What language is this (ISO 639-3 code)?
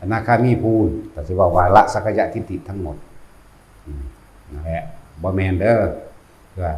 tts